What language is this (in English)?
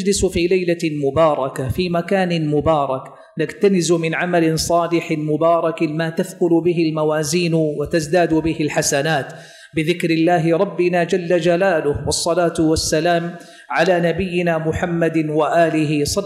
Arabic